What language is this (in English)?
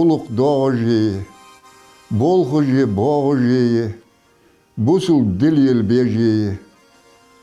Ingush